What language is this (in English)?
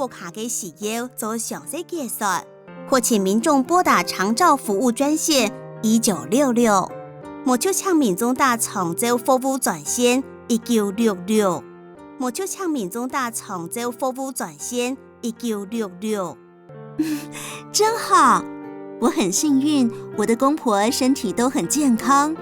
Hakka Chinese